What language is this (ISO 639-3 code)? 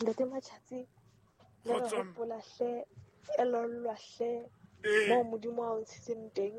sot